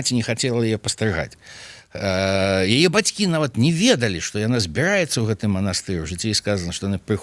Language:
Belarusian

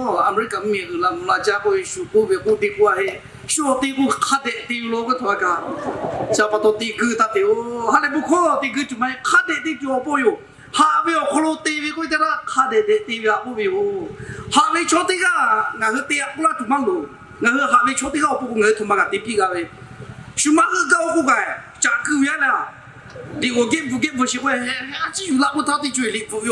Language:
Lahu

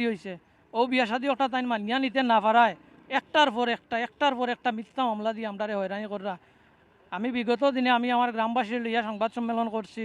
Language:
Sylheti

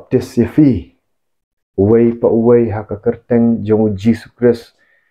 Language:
Khasi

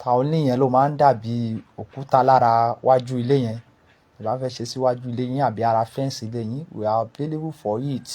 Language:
Yoruba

